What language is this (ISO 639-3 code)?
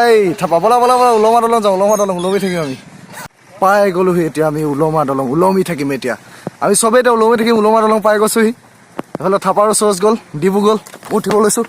asm